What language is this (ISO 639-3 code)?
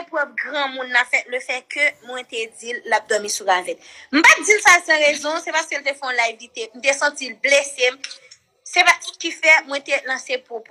hat